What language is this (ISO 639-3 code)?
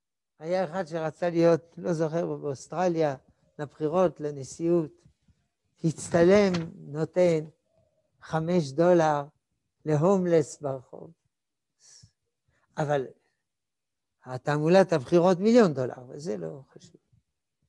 heb